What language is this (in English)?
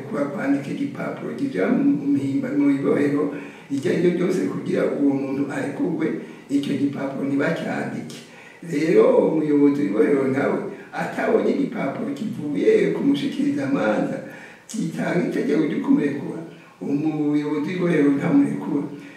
Rundi